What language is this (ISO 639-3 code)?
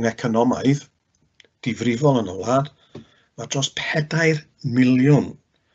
cym